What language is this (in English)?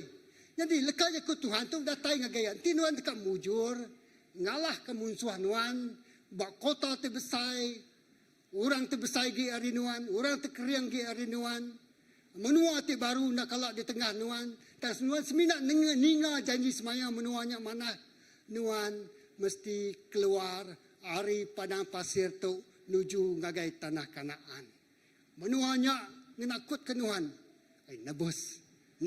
Iban